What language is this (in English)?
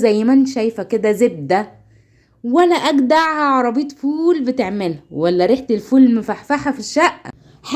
Egyptian Arabic